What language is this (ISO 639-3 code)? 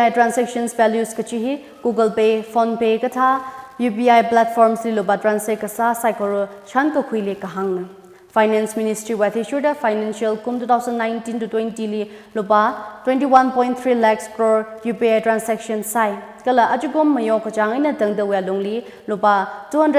nmf